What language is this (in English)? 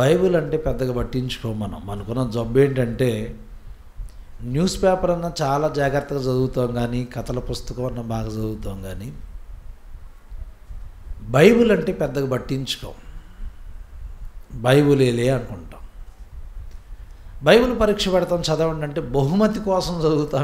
Telugu